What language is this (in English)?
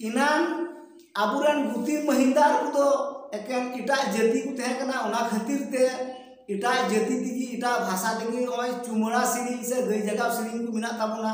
Santali